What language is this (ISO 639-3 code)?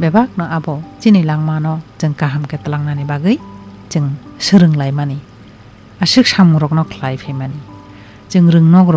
trp